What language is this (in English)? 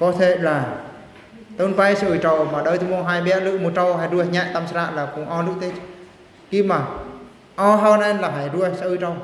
Eastern Bru